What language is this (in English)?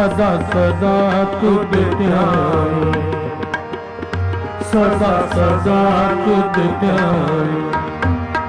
Punjabi